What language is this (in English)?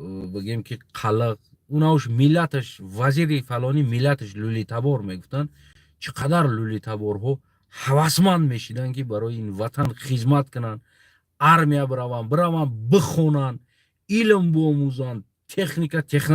Tajik